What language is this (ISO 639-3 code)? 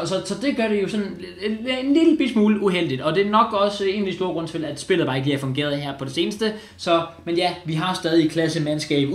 dan